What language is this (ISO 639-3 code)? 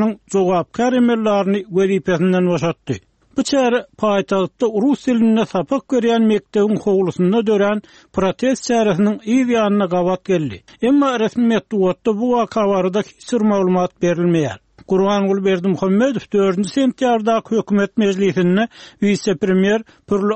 tuk